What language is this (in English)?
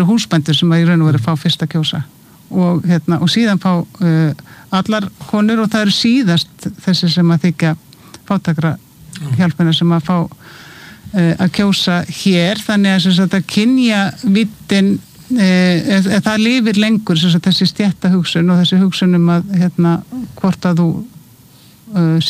Icelandic